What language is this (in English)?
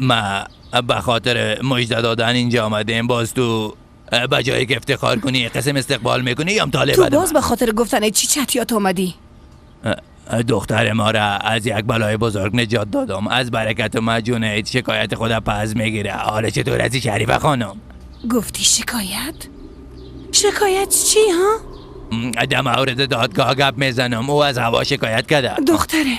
Persian